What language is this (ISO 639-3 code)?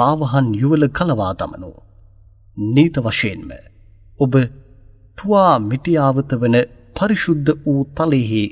sin